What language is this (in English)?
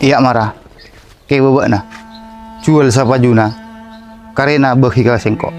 Madurese